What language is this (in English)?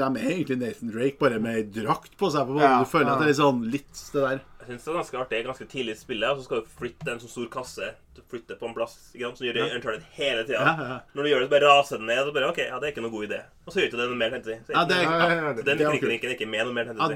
Norwegian